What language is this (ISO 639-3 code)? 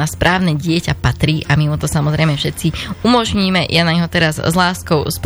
slk